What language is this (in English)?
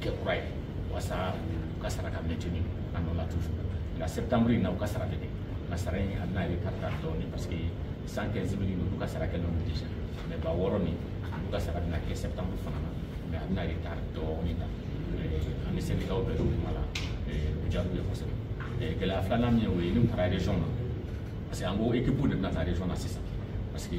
Bambara